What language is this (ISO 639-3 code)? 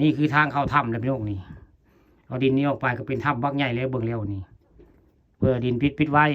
tts